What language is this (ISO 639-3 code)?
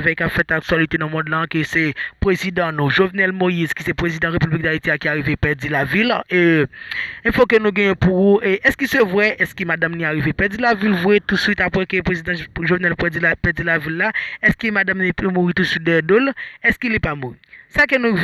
hat